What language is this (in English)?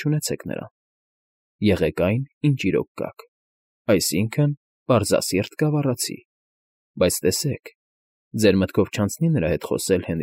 Armenian